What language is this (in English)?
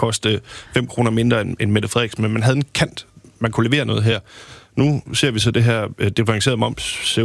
Danish